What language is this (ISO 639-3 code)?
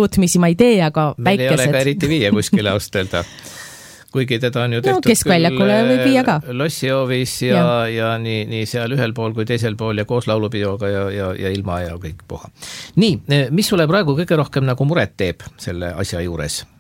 est